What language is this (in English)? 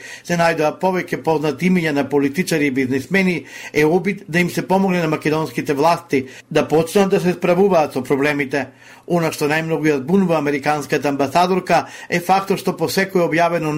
Macedonian